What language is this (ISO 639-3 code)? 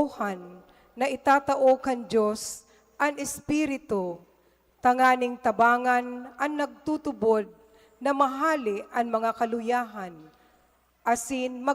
bik